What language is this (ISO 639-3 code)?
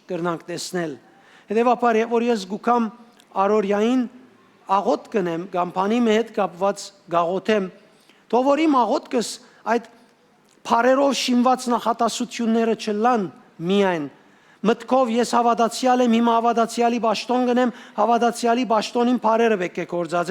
hyw